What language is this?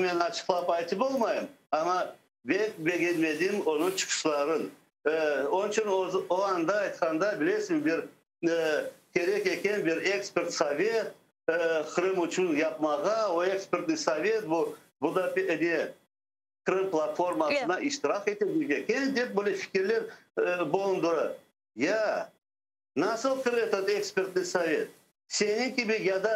Crimean Tatar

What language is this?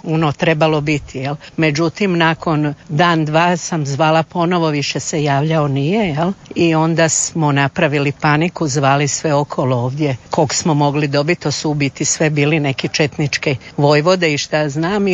Croatian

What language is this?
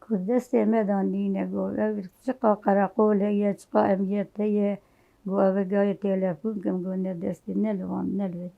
Kurdish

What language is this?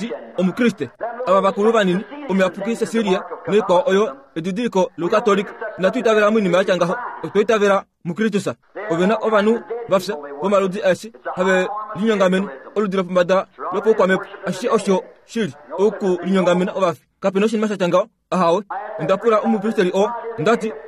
Kuanyama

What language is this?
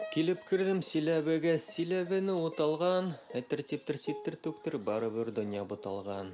Bashkir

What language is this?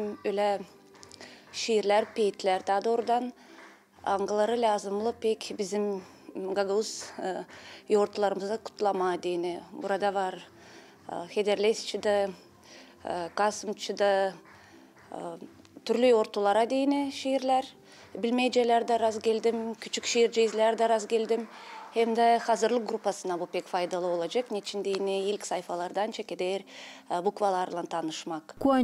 Gagauz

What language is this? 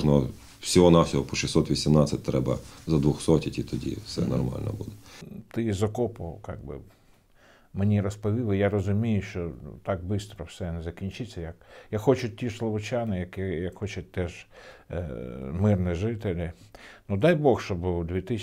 Ukrainian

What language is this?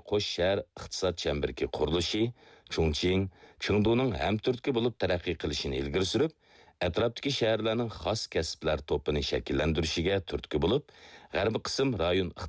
Uyghur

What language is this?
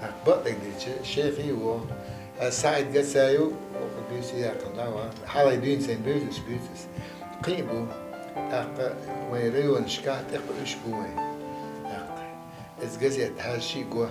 Chechen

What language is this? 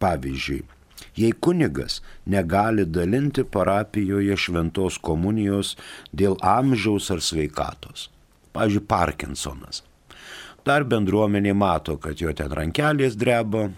Lithuanian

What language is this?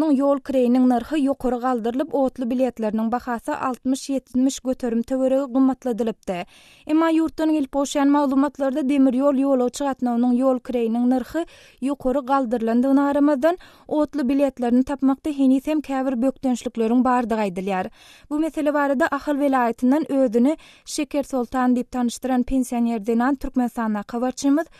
Turkmen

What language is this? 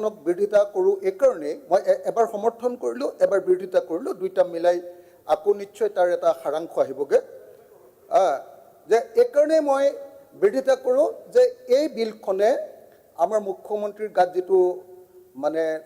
Assamese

